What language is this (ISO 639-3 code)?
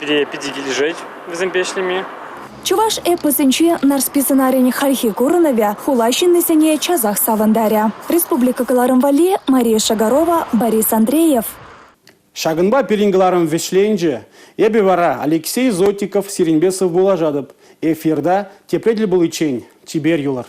chv